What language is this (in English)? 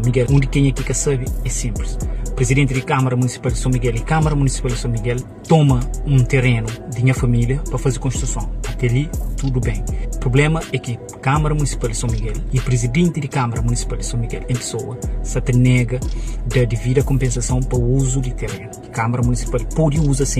Kabuverdianu